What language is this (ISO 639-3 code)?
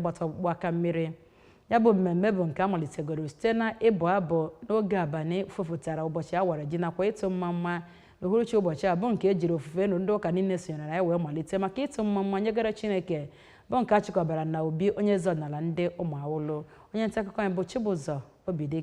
ibo